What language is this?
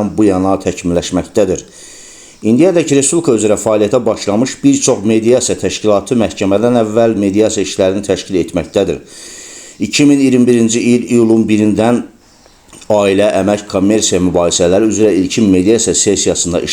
Azerbaijani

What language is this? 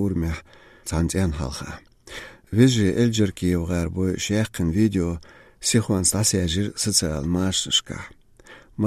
Chechen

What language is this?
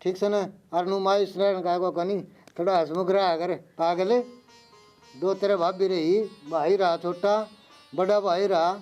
Haryanvi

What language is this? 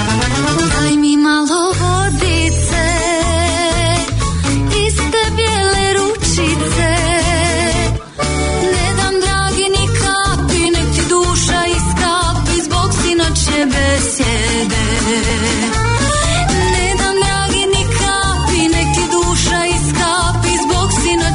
Serbian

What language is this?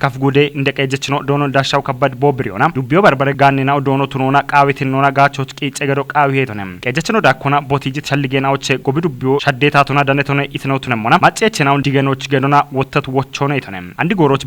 Kafa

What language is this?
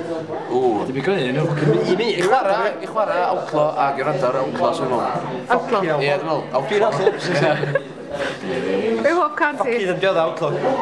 Welsh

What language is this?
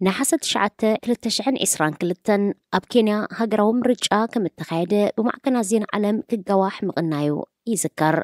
Tigrinya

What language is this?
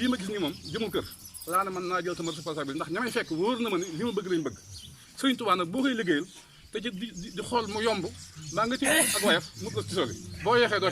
Wolof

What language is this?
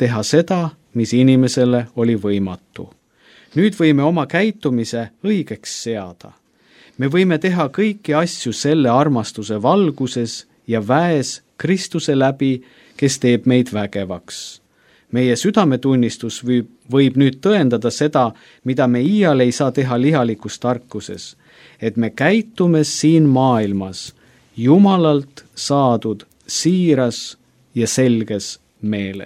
Estonian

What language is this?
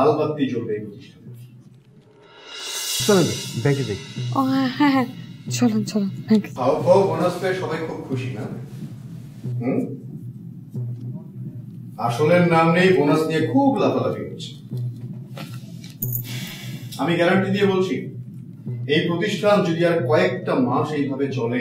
Bangla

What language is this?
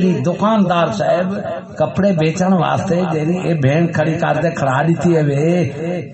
Saraiki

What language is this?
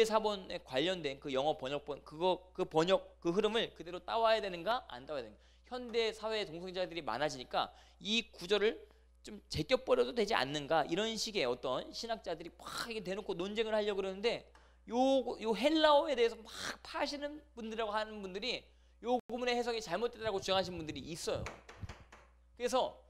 Korean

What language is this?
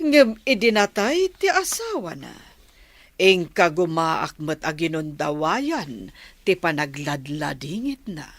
Iloko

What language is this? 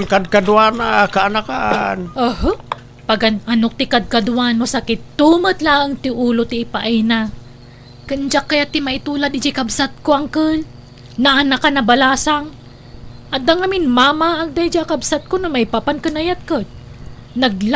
Iloko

